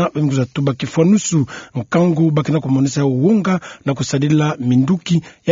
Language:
Kituba (Democratic Republic of Congo)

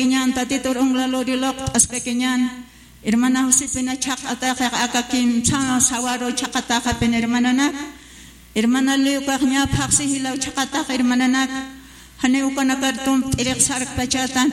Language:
Aymara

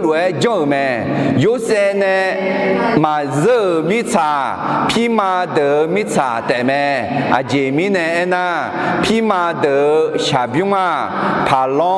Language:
Akha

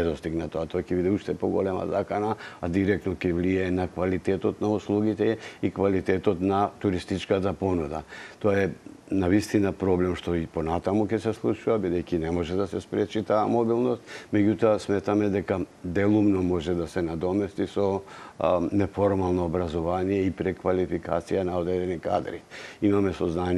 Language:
Macedonian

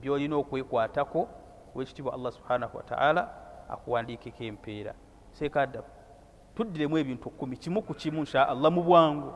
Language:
Ganda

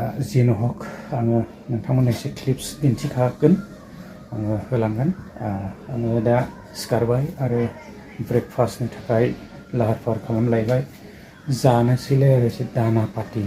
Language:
Bodo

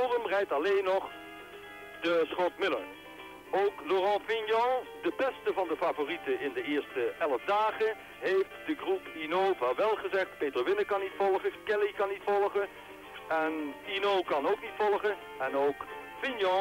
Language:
Dutch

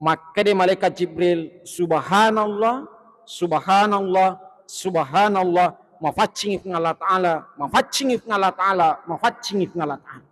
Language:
Buginese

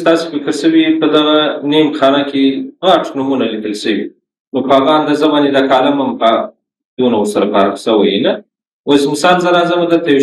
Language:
Pashto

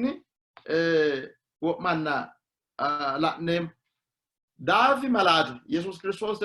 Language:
Sidamo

